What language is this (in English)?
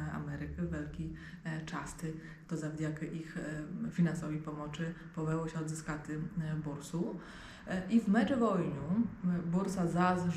Rusyn